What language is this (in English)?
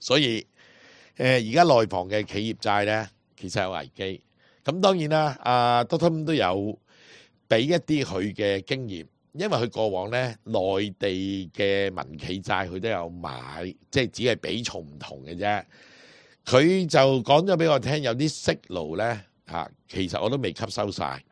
Cantonese